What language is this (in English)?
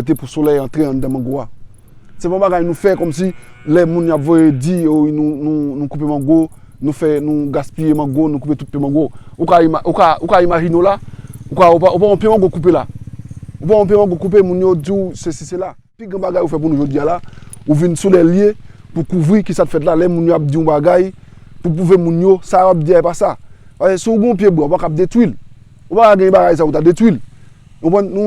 Haitian Creole